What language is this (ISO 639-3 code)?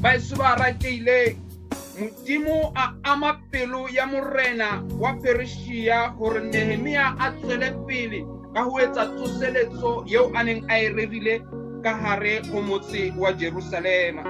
sot